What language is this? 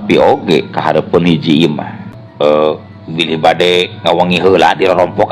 Sundanese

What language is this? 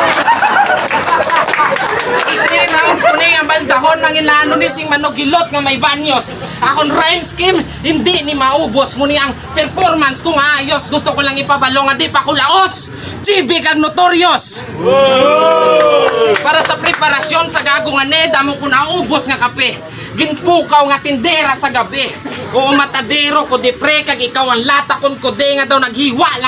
Hiligaynon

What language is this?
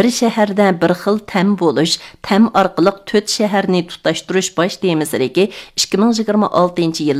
Uyghur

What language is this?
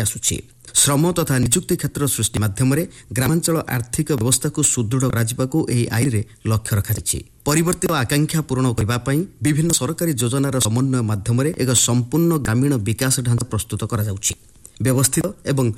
Odia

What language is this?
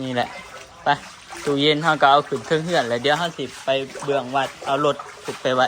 Northeastern Thai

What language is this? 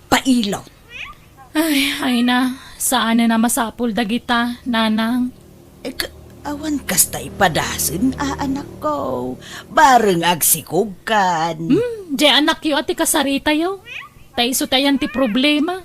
Iloko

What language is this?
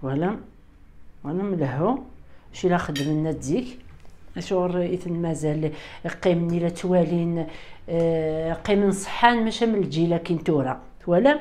Kabyle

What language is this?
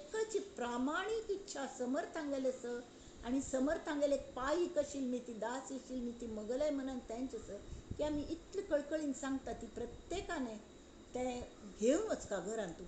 Konkani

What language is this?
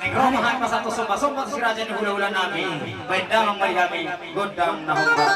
Batak Toba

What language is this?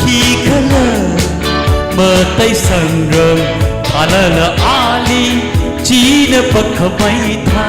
Tangkhul Naga (India)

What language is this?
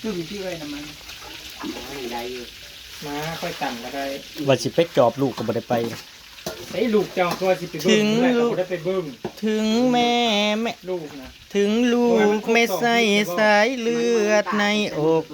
Northeastern Thai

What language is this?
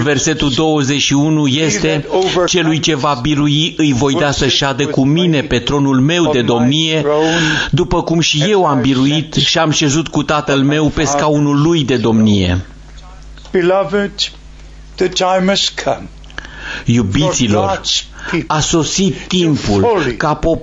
Romanian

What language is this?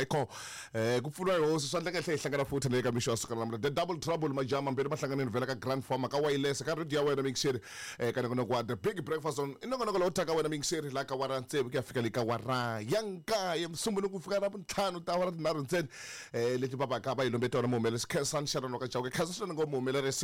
Tsonga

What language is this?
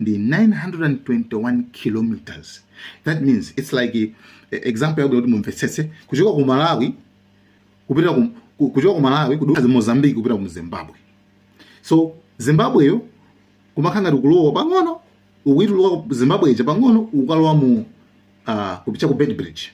Nyanja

